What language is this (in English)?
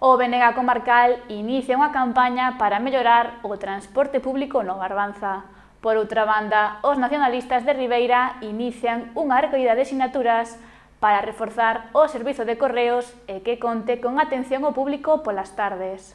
Galician